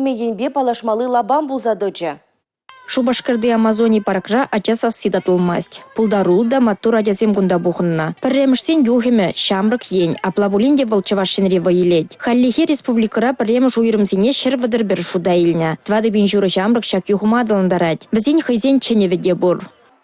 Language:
Chuvash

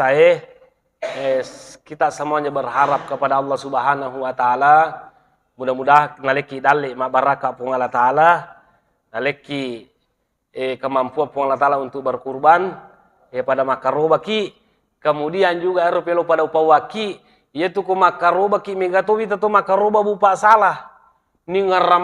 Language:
Buginese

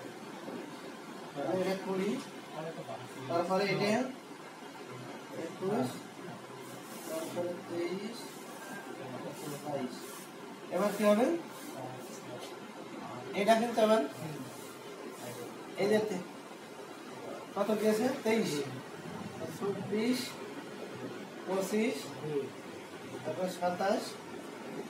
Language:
Bangla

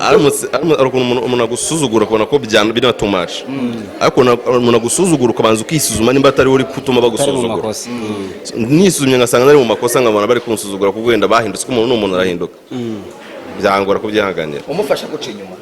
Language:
Kinyarwanda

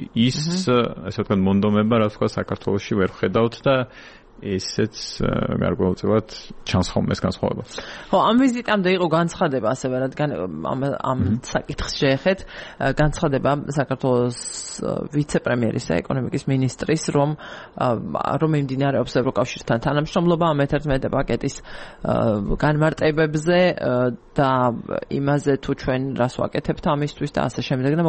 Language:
Georgian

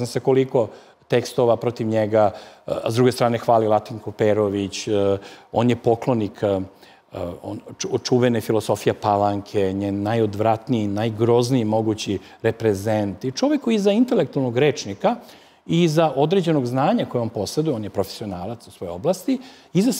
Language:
Serbian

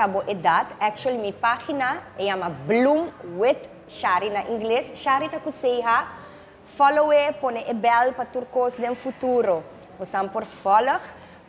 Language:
Papiamento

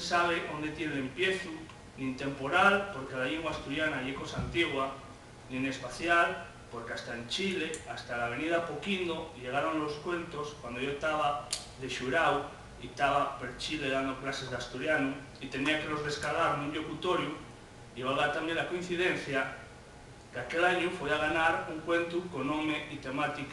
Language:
Asturian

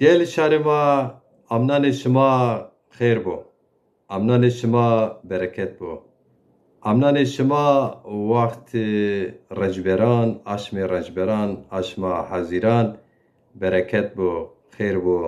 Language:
Zaza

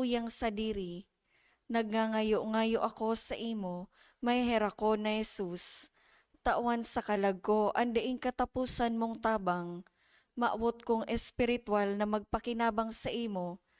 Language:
Bikol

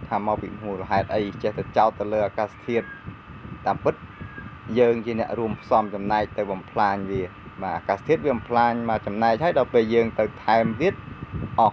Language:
Khmer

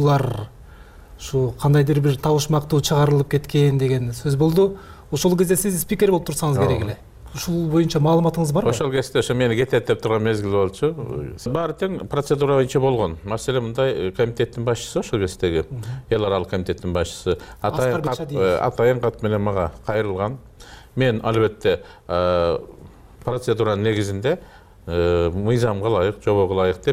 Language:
Kyrgyz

